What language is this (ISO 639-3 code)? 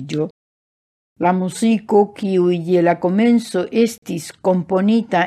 epo